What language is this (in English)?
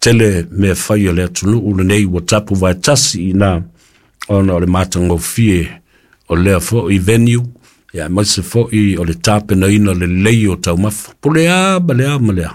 Samoan